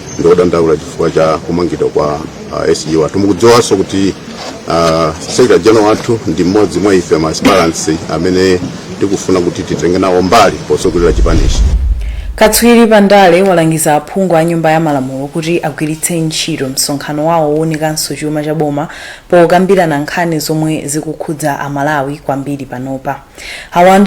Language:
Nyanja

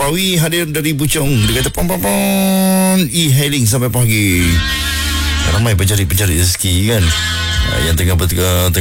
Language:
Malay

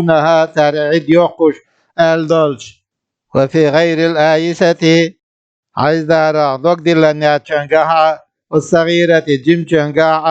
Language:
Chechen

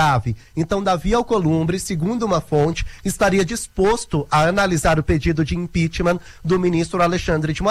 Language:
Portuguese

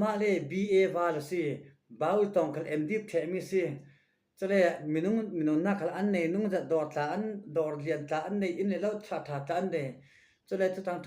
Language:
Falam Chin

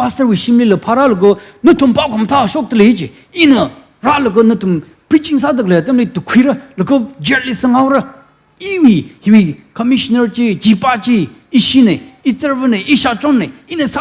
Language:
Tangkhul Naga (India)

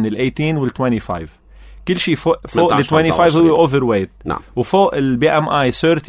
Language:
North Levantine Arabic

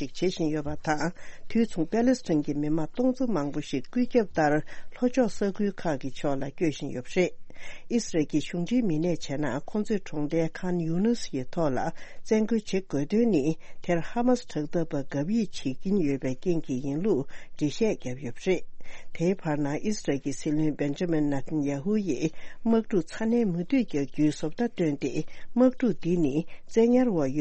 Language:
Tibetan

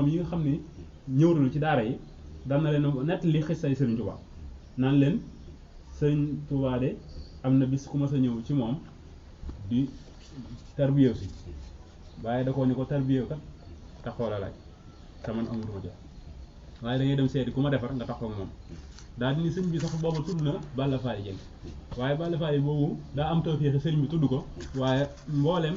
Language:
Wolof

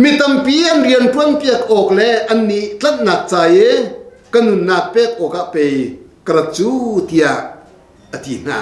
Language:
Hakha Chin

